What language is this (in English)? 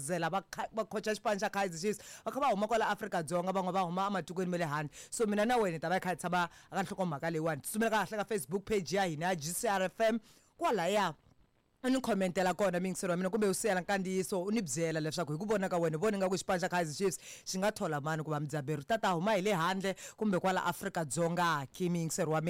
Tsonga